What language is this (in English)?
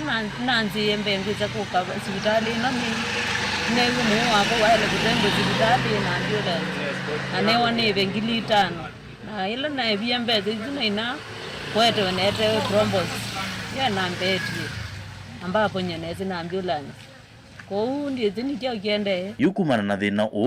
Kamba